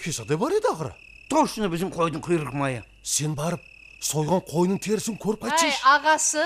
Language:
Kara-Kalpak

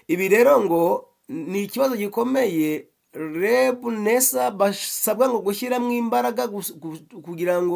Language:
Kinyarwanda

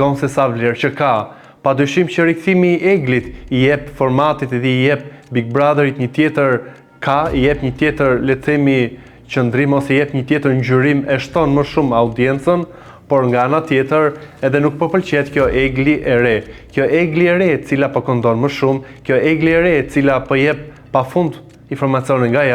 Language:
Albanian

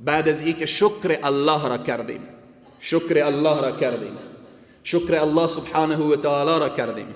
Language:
Persian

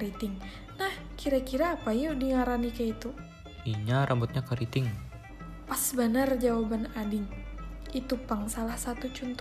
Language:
Banjar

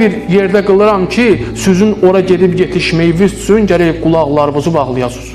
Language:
Azerbaijani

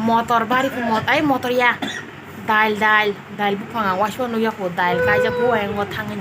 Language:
Kok Borok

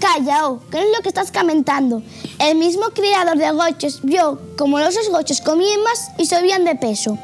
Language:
Asturian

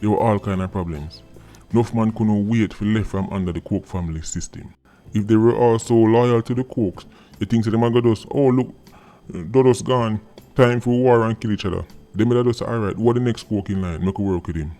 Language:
Jamaican Creole English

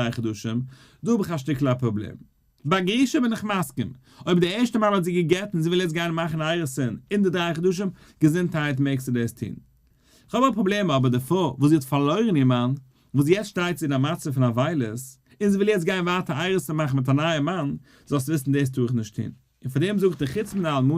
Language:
Yiddish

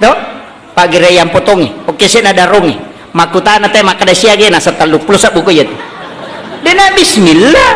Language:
Buginese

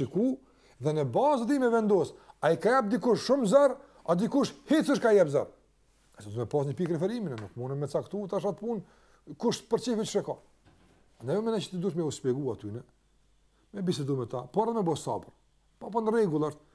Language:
Albanian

